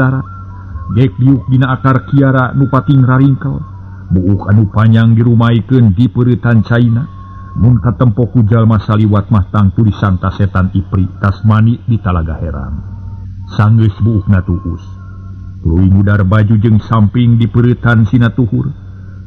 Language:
Sundanese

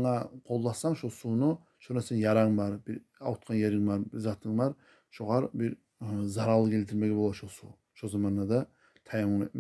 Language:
Kumyk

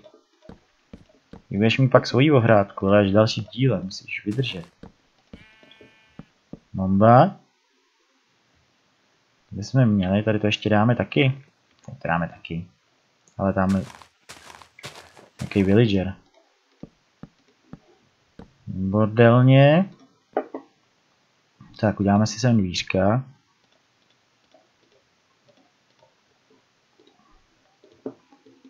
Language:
Czech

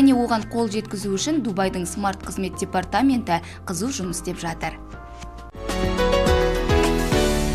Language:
Kazakh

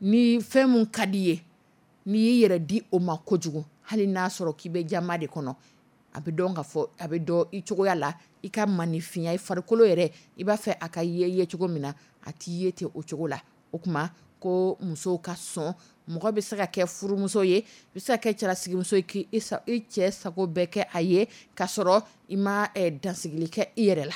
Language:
Dyula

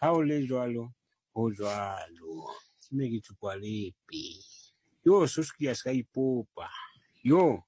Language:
Southern Sotho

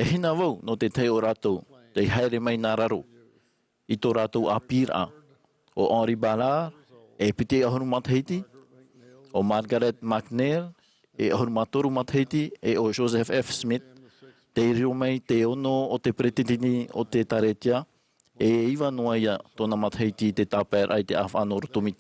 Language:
Tahitian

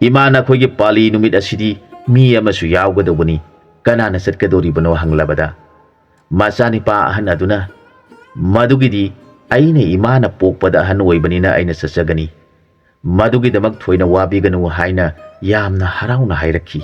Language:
Manipuri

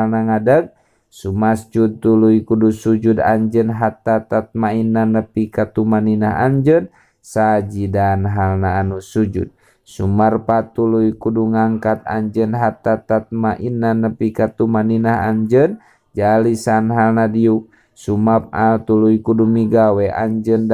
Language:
Sundanese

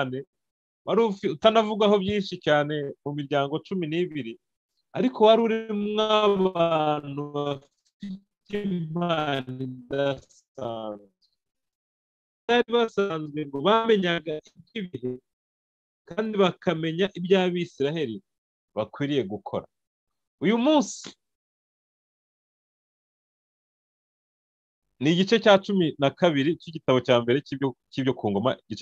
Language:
Kinyarwanda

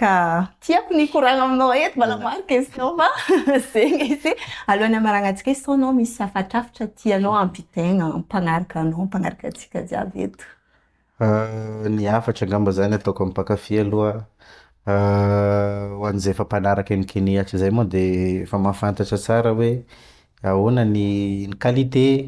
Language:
Malagasy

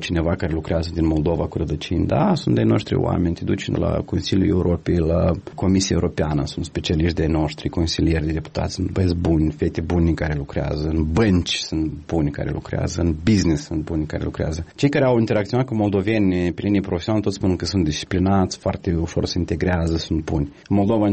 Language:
Romanian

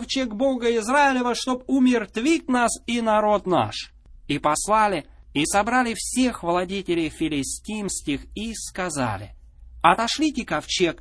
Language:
Russian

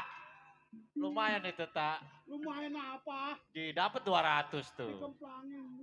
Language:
Betawi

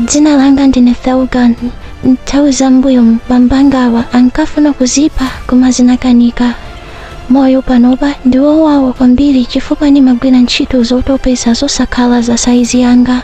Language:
Nyanja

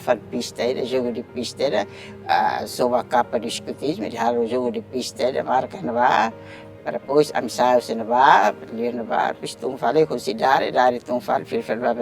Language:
Tetum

